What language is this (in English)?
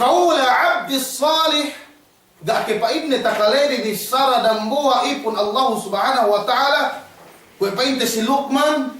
Yakan